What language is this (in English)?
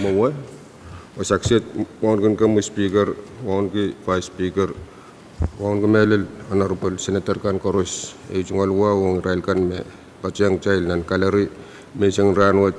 Pohnpeian